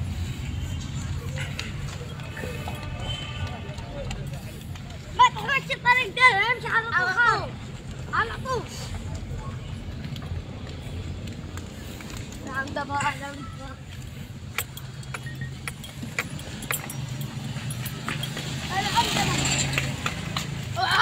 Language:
Egyptian Arabic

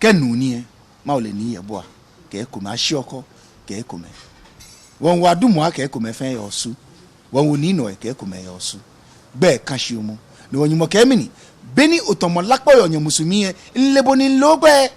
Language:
Ga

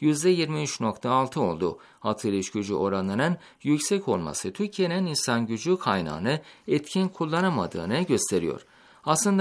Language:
Turkish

